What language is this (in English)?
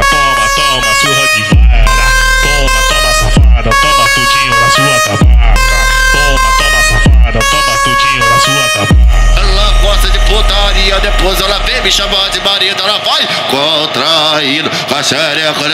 Portuguese